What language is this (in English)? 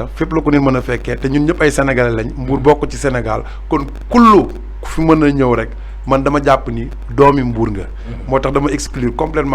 Wolof